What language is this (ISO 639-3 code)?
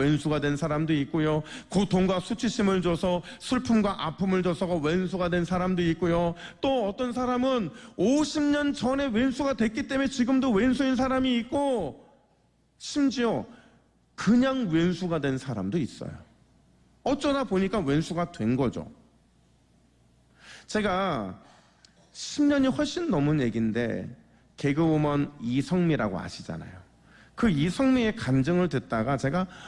kor